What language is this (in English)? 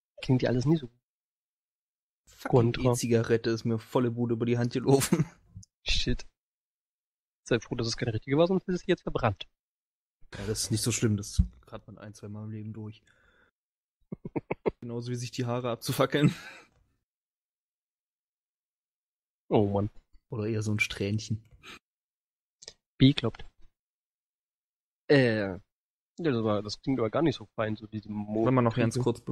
German